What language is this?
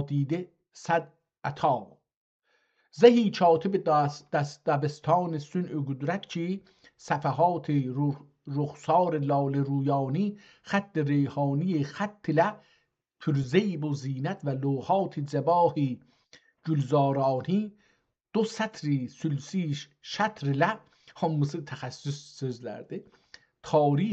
South Azerbaijani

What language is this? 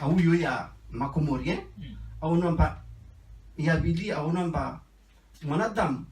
Ngazidja Comorian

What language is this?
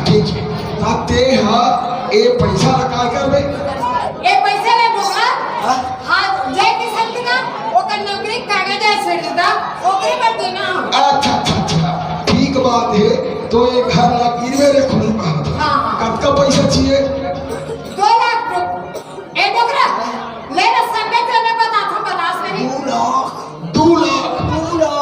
Chhattisgarhi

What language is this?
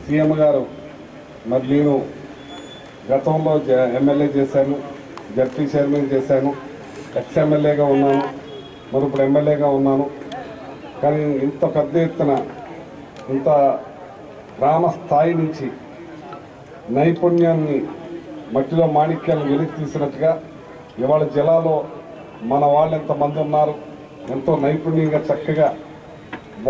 Telugu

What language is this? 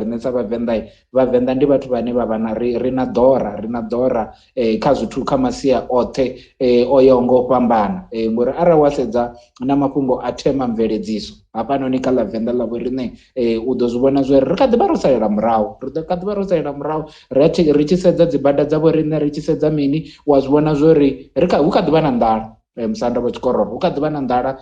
Venda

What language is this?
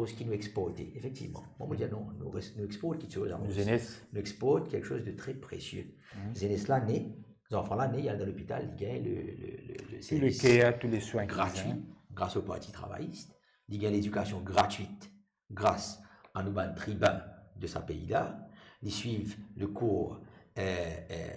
Morisyen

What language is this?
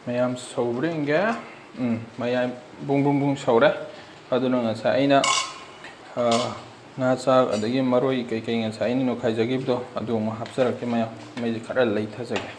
Manipuri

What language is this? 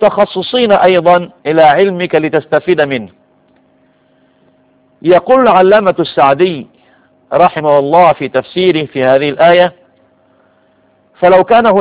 Arabic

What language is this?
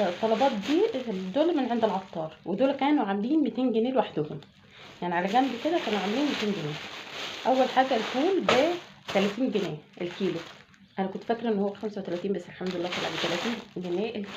Egyptian Arabic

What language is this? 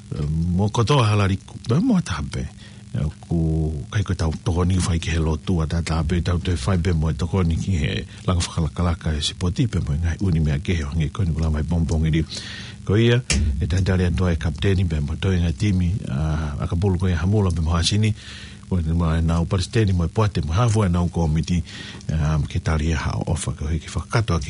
Tongan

